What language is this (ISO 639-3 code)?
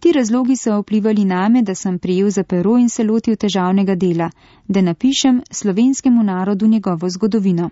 slv